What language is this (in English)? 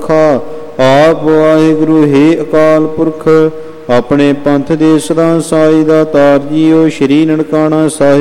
Punjabi